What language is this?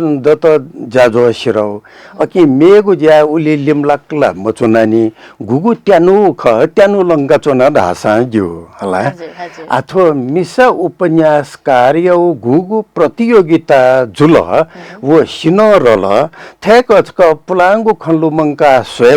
Newari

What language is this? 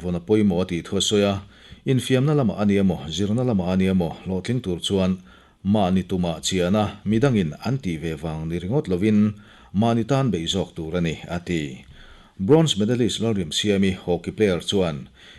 Mizo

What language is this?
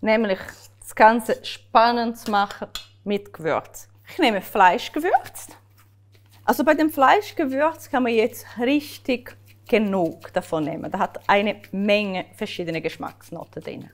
Swiss German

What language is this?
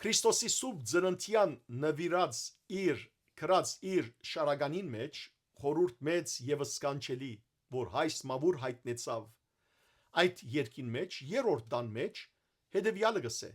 Western Armenian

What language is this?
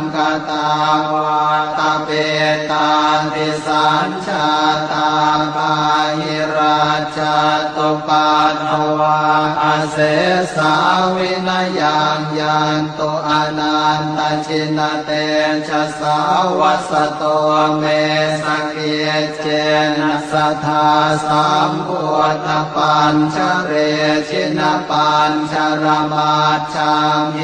Pali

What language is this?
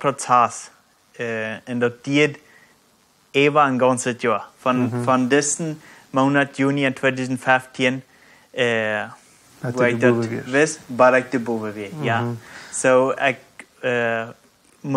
Plautdietsch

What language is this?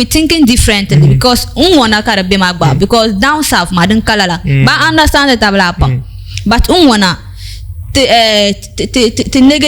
Dagbani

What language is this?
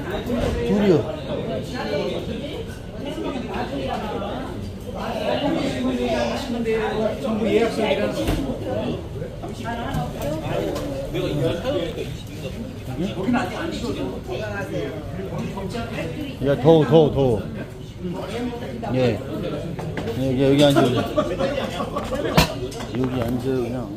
Korean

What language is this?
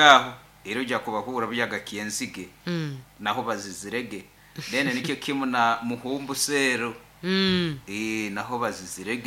Nyoro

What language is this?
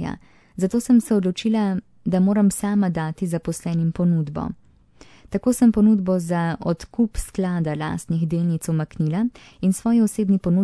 Slovenian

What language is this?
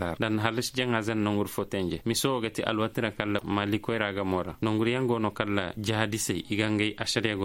Koyraboro Senni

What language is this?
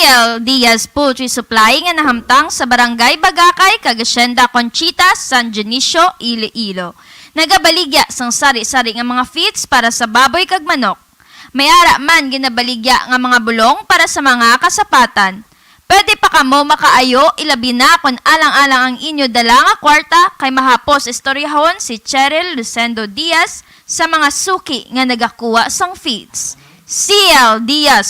Hiligaynon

